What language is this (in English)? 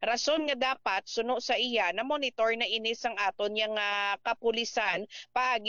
Hiligaynon